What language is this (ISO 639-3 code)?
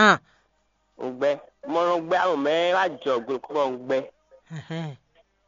fon